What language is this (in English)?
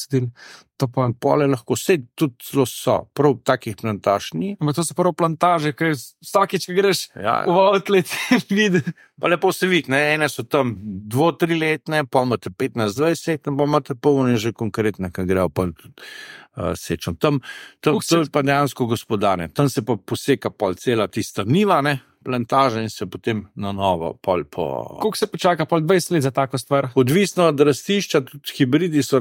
Slovenian